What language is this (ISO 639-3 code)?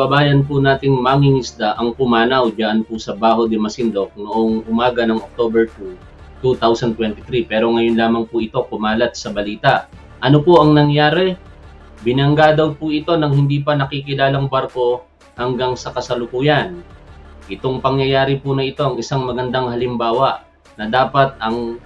fil